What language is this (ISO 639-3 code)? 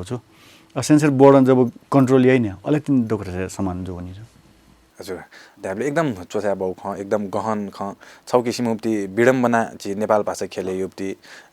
new